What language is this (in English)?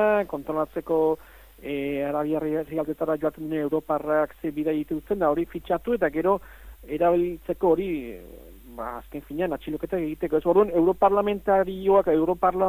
Basque